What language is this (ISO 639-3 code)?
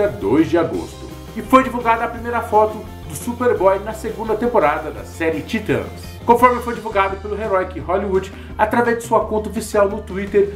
por